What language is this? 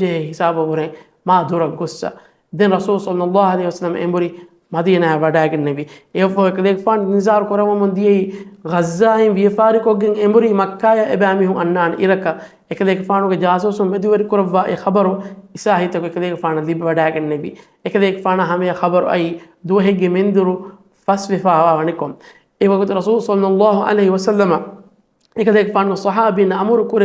Divehi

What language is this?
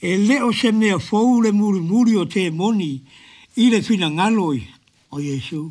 Samoan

